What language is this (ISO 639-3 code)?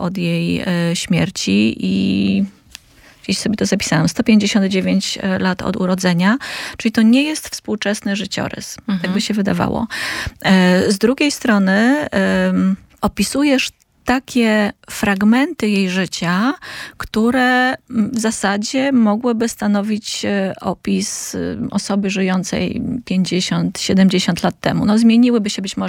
pol